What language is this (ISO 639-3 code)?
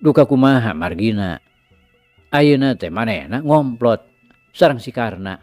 sun